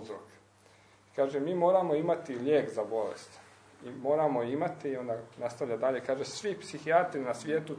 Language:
Croatian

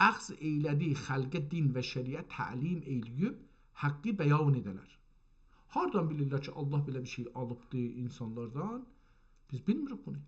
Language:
South Azerbaijani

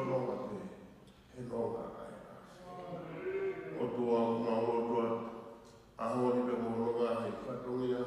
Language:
Tongan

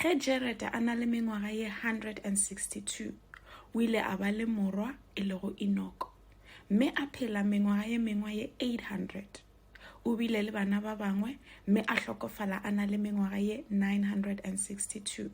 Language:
Northern Sotho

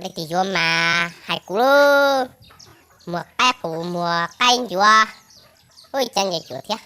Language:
Hmong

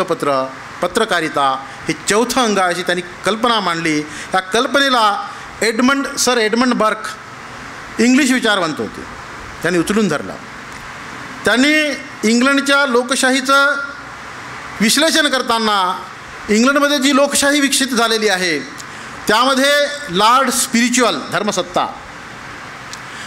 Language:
Marathi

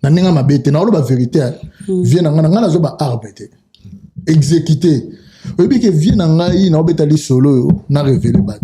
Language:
Lingala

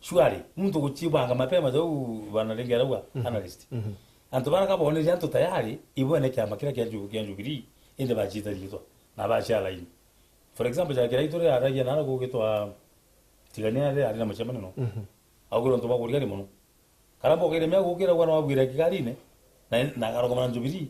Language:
Meru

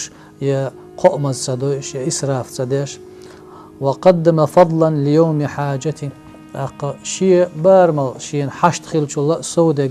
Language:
Chechen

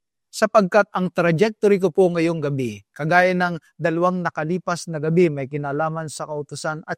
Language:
Filipino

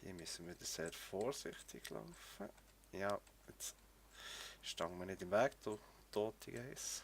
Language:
Swiss German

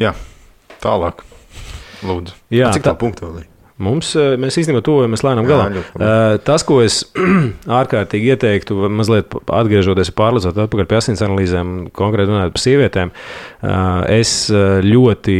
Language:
Latvian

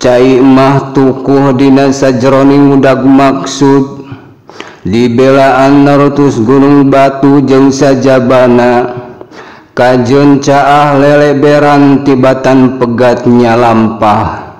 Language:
Sundanese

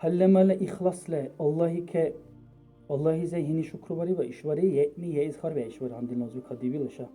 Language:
Dargwa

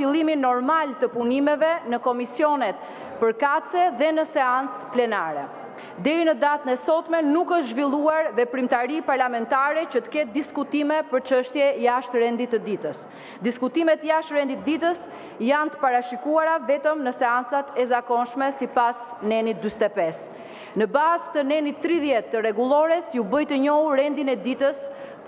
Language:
Albanian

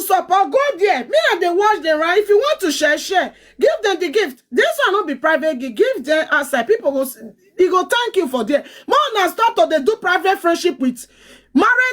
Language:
Nigerian Pidgin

